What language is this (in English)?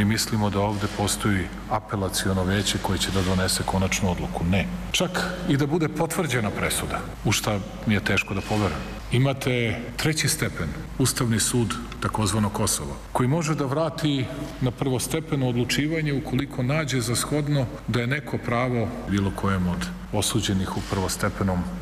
Serbian